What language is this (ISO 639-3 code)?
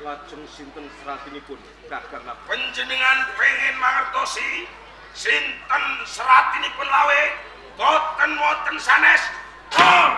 jav